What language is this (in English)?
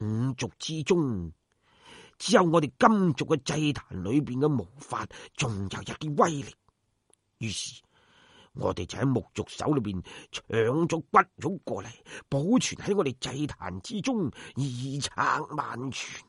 Cantonese